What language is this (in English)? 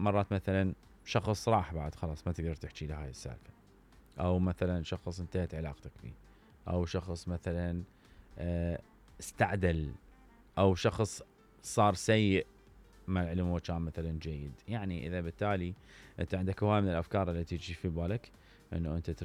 Mesopotamian Arabic